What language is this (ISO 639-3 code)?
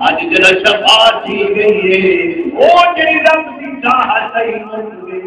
skr